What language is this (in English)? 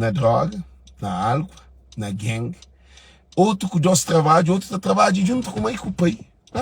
Kabuverdianu